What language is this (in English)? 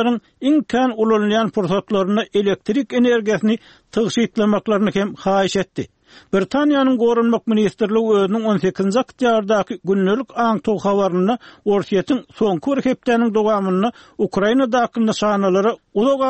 Turkmen